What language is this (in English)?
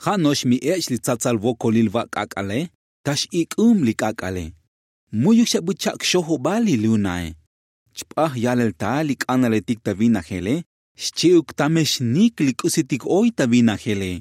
Tzotzil